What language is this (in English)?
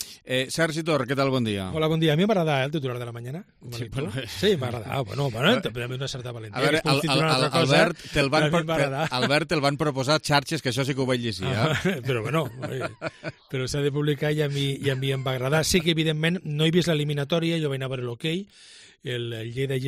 Catalan